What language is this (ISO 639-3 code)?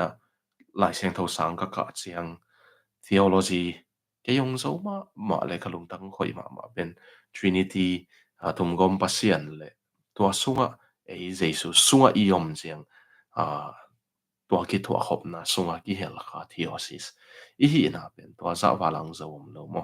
ctd